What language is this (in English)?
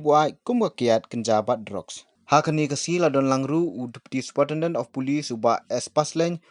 Khasi